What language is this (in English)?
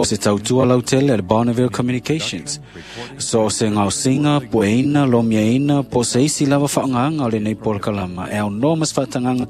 Samoan